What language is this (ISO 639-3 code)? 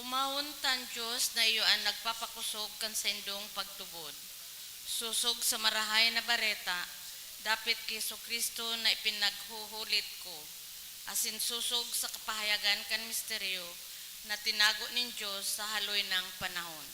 bik